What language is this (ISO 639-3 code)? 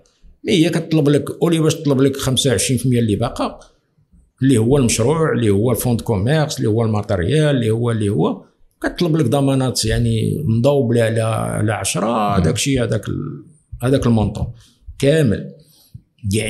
ary